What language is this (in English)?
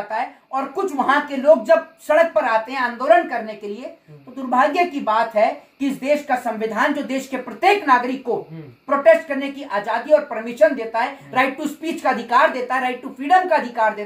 Hindi